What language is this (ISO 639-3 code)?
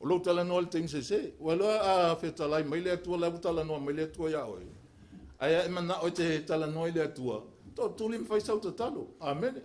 smo